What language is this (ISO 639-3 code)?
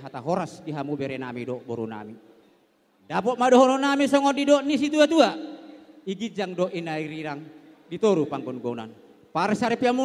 bbc